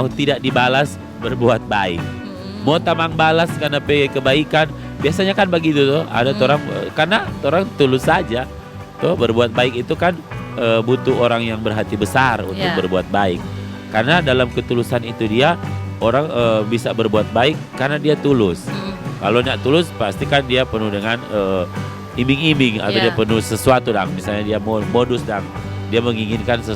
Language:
Manado Malay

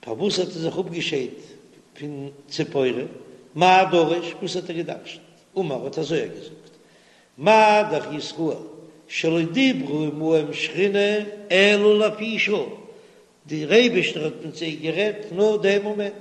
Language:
Yiddish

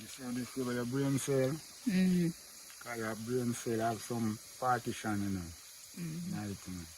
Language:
Jamaican Creole English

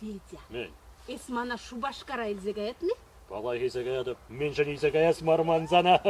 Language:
Chuvash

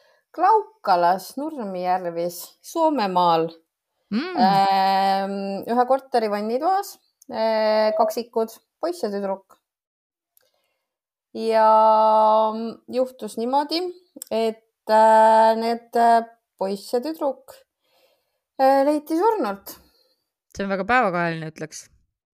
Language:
Estonian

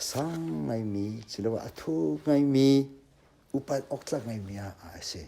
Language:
Hakha Chin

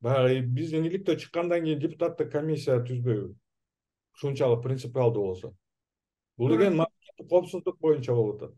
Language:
Kyrgyz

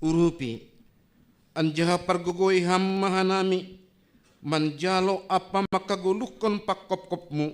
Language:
Batak Simalungun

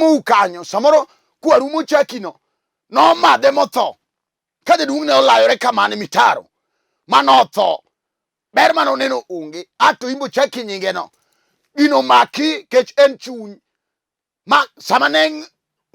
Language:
Luo (Kenya and Tanzania)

